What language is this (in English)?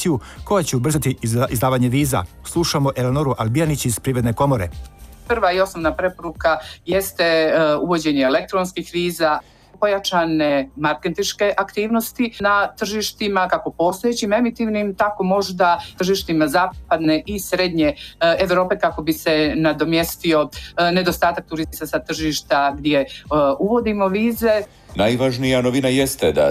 Serbian